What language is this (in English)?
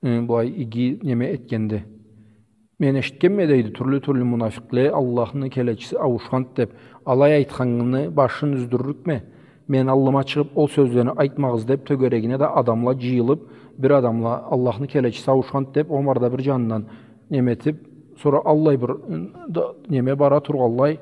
Karachay-Balkar